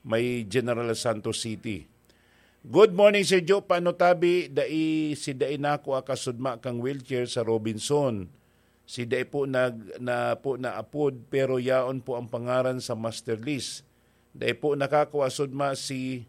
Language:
Bikol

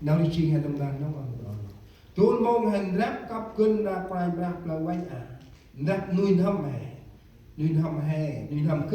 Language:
Central Mnong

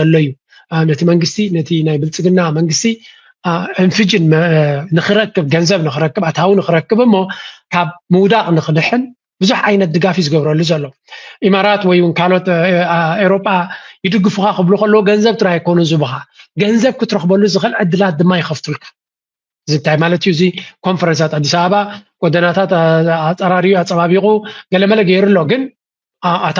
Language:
Tigrinya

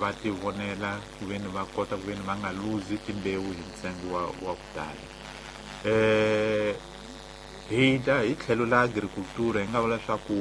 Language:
Tsonga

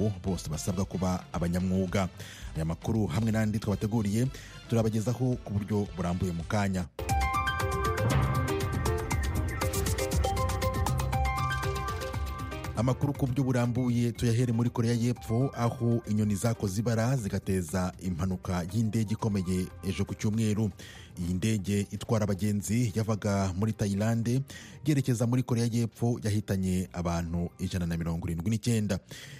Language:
Kinyarwanda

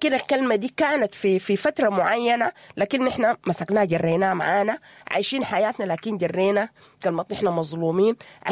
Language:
Sudanese Arabic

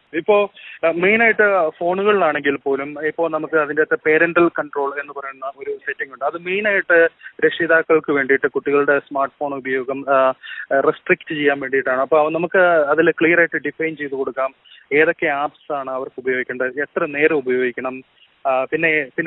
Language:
Malayalam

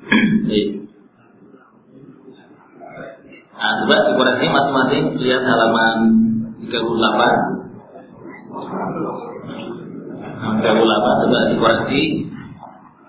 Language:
Indonesian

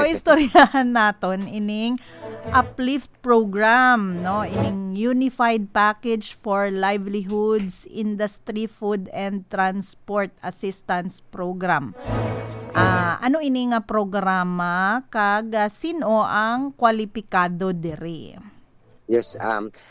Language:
Hiligaynon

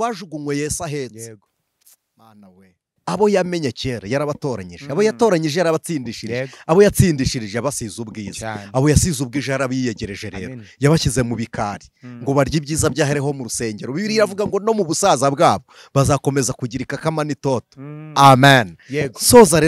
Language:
Kinyarwanda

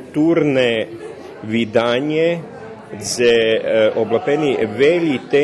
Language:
Rusyn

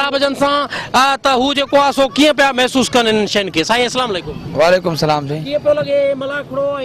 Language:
Sindhi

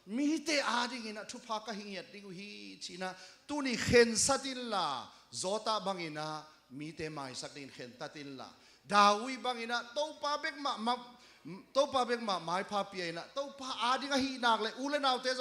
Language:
Tedim Chin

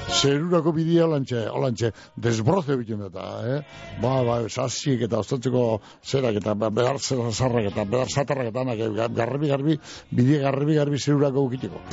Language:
Basque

